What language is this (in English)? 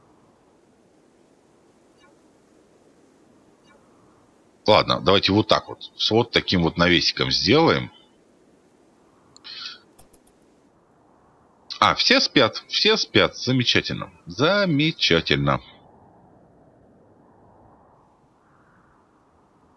Russian